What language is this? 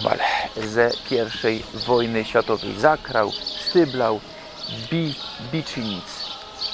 Silesian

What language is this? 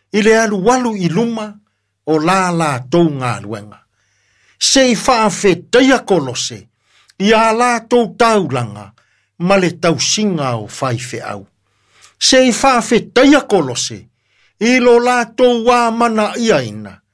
Samoan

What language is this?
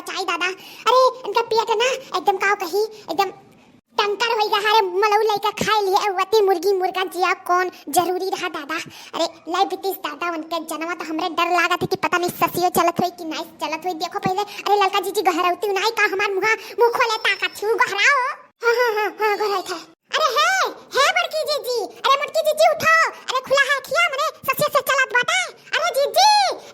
Awadhi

